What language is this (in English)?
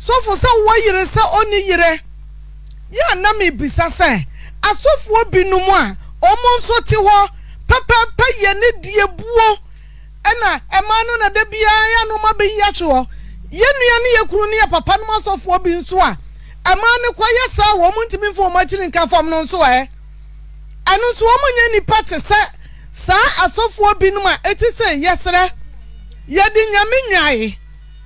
Akan